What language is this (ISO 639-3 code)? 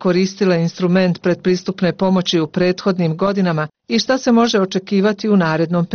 bos